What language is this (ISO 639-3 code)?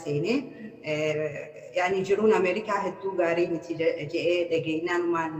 orm